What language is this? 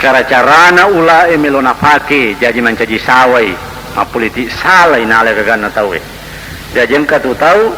Buginese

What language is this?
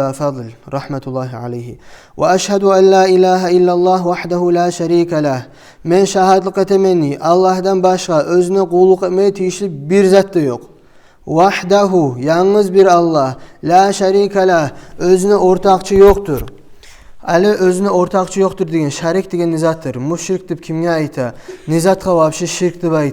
Kumyk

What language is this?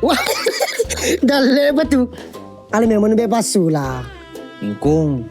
Buginese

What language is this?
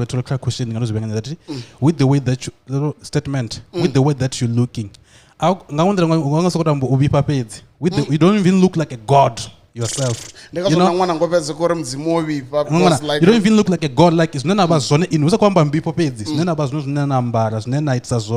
Venda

